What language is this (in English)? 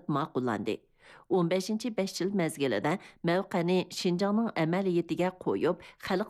Uyghur